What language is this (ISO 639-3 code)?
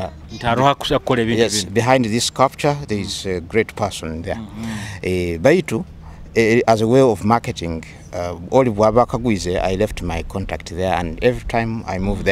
nyo